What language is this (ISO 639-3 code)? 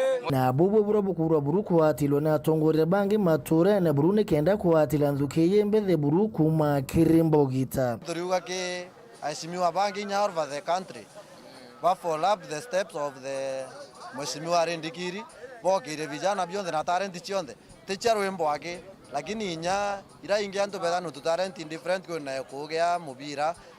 mer